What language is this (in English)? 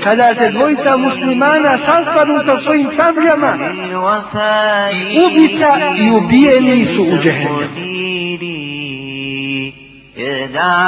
Bosnian